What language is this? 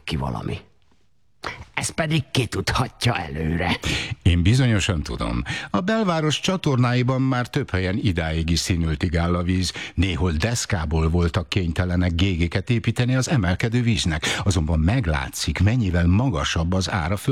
Hungarian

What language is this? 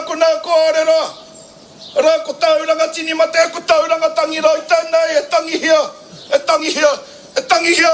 Māori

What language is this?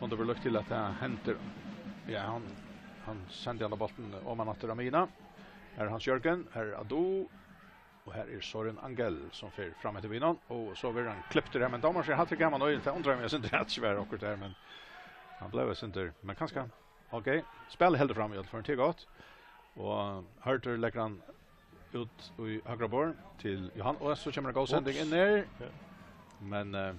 Faroese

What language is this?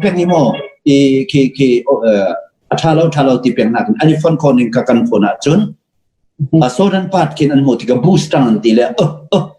Hakha Chin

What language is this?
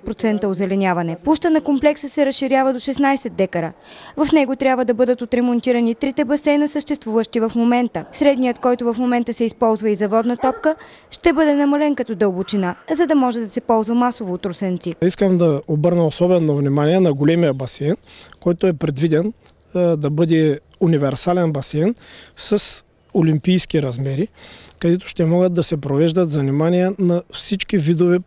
Bulgarian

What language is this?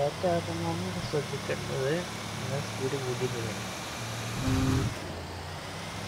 Malayalam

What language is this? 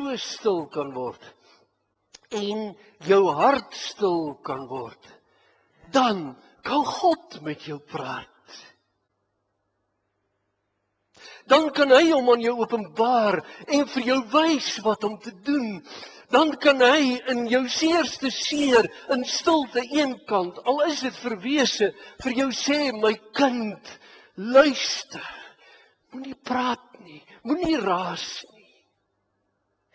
Afrikaans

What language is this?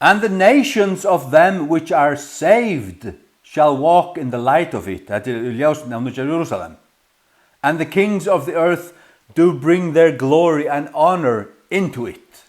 Faroese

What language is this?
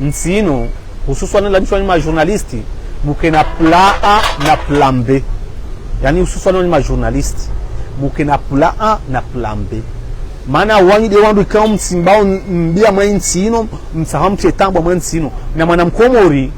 Ngazidja Comorian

